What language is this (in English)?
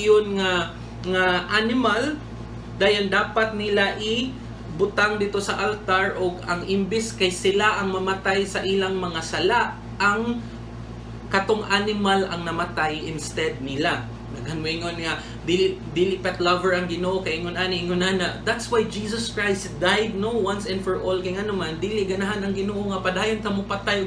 Cebuano